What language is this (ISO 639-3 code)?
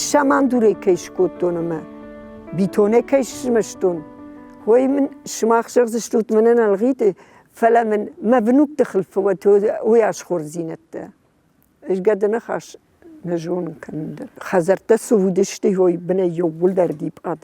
oss